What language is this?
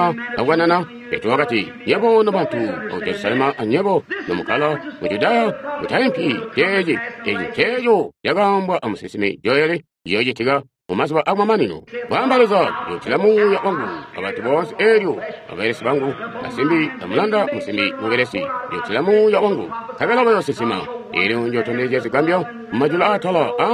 Tonga (Zambia)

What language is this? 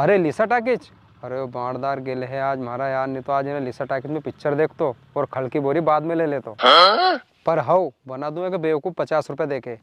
Rajasthani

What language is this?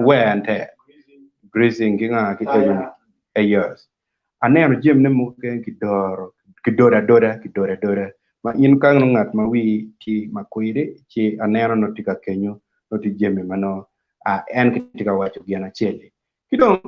Acoli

